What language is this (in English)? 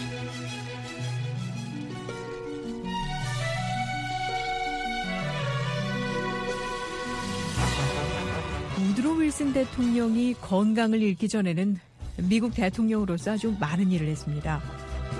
Korean